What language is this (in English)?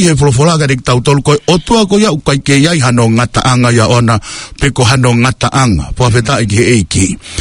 Tongan